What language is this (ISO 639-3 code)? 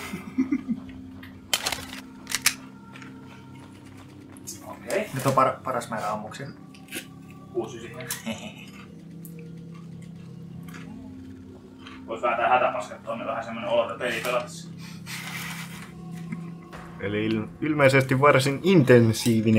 fin